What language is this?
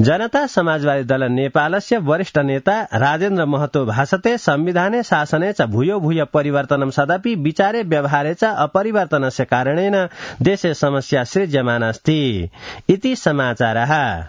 Sanskrit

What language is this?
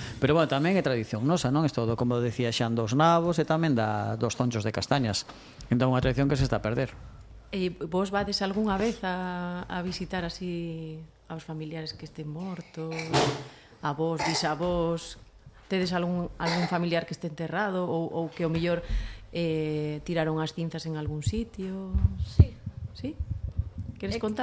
Galician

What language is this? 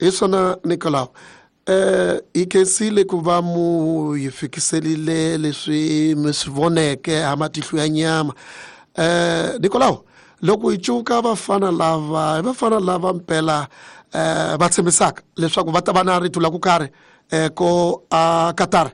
Tsonga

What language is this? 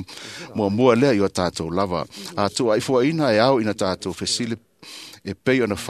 Samoan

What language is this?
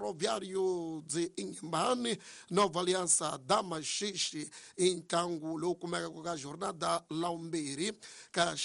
Tsonga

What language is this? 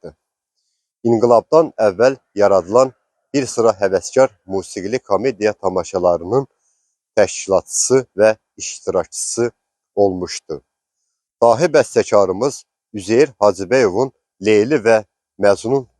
Azerbaijani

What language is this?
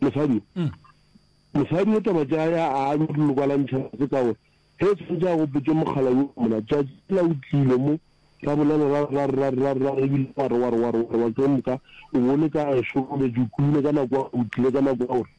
Northern Sotho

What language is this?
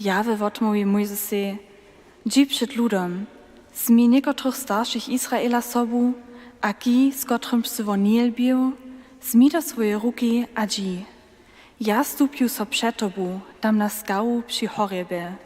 Upper Sorbian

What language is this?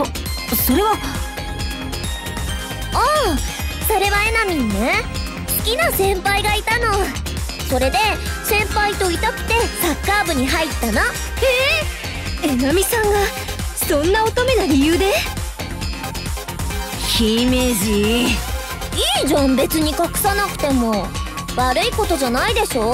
Japanese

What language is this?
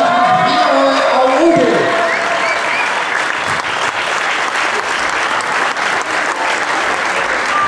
Danish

